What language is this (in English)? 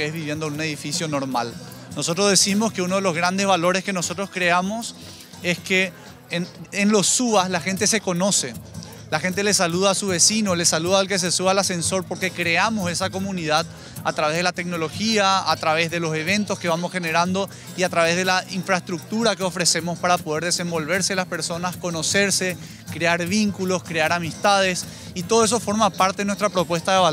Spanish